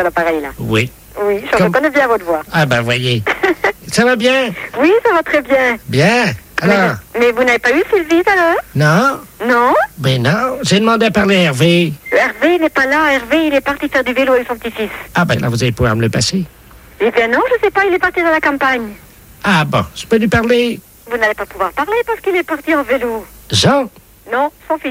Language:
French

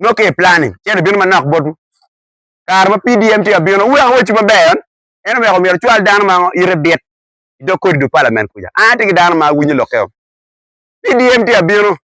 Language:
Acoli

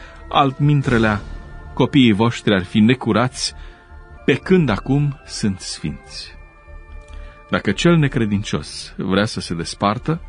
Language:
Romanian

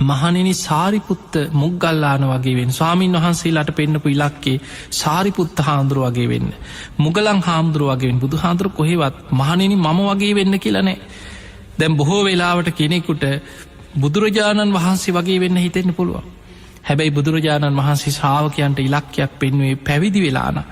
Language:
Sinhala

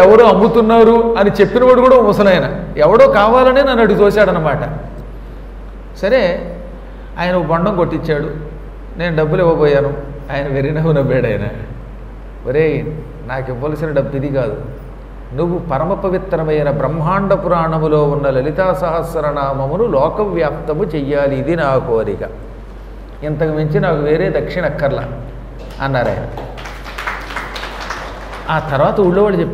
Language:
Telugu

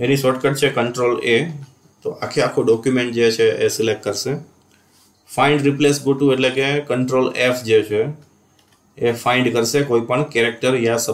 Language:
Gujarati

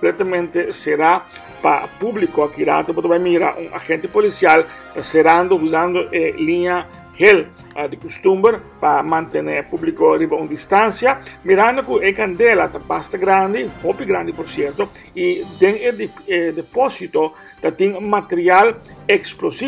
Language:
Papiamento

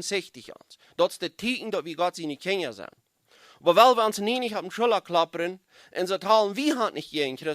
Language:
Plautdietsch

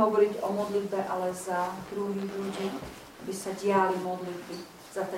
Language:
Slovak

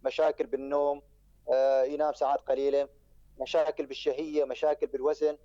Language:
North Levantine Arabic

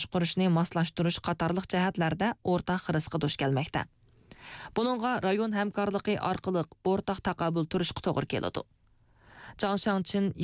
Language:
Uyghur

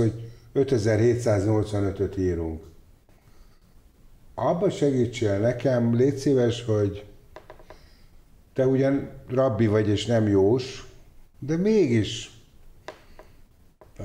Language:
Hungarian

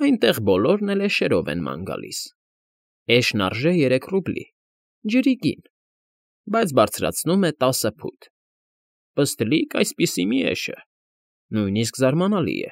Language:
Armenian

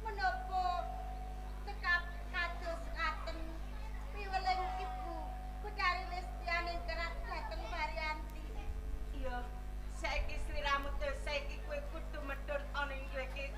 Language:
Javanese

